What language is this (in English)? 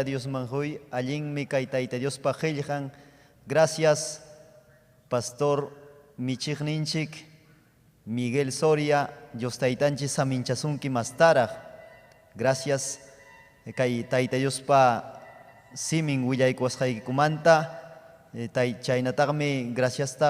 Ayacucho Quechua